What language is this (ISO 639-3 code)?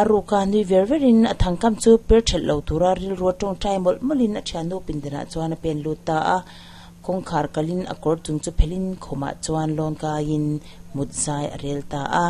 lus